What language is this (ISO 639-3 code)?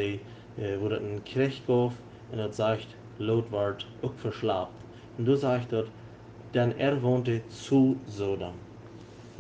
pdt